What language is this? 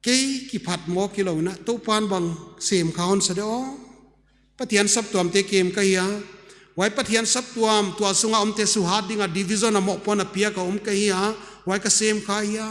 Paite Chin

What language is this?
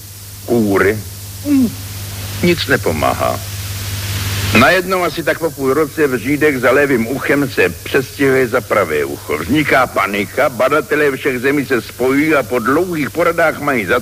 Czech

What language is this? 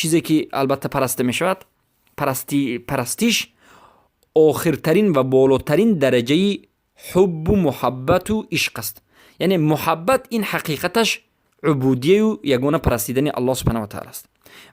Persian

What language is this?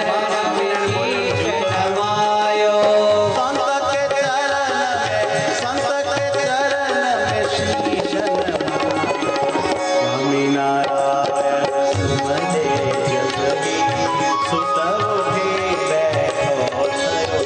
Gujarati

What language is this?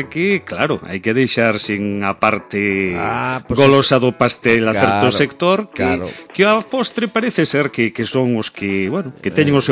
Galician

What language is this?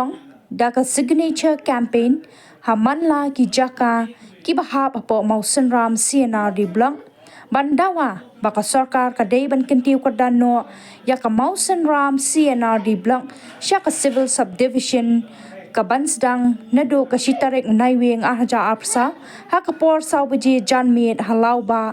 Khasi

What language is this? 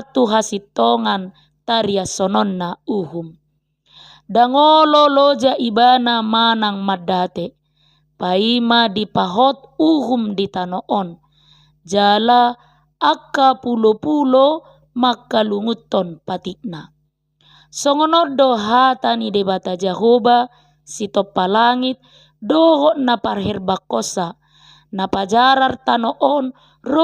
Batak Toba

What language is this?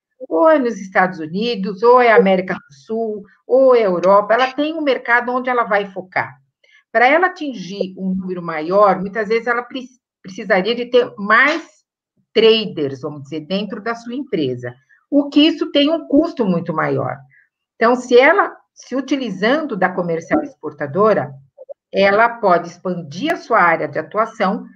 Portuguese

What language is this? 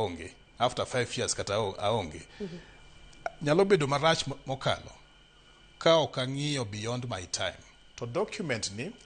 Luo (Kenya and Tanzania)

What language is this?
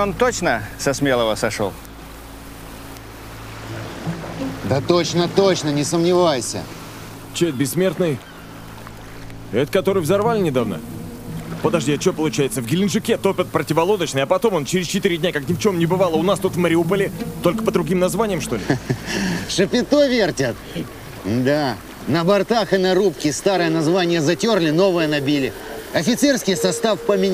Russian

